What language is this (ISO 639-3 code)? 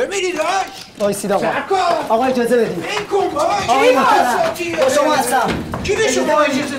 fas